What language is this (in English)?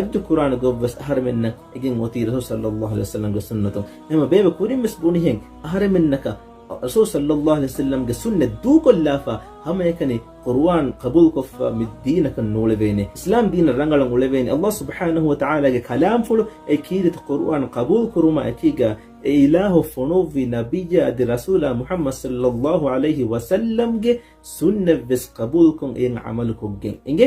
Divehi